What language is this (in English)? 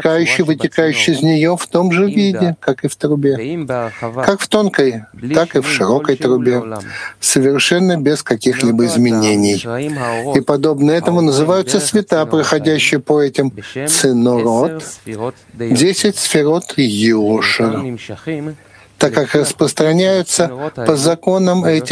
Russian